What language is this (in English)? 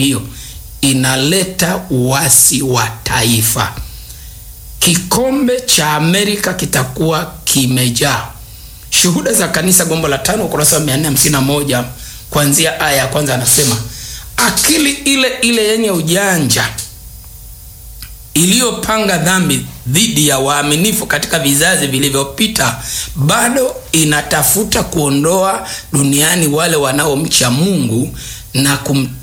Swahili